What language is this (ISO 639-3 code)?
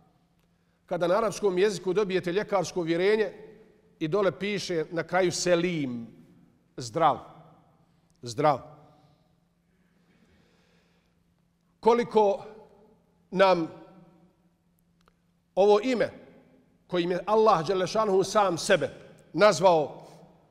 bos